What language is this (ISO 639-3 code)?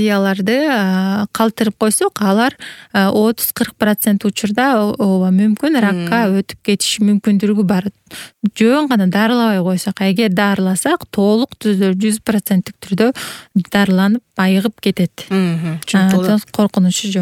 kir